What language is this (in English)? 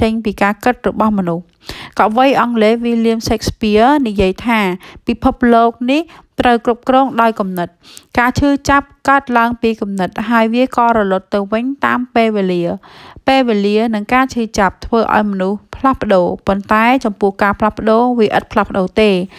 Khmer